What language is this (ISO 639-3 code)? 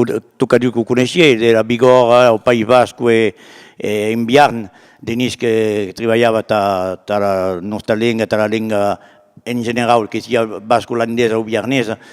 oci